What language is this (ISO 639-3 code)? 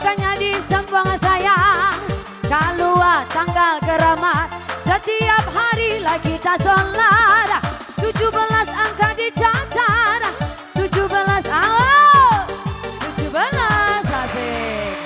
min